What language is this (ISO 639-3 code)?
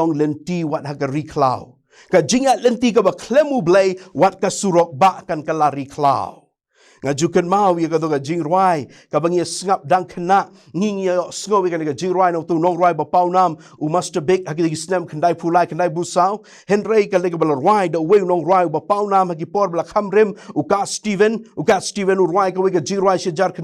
kha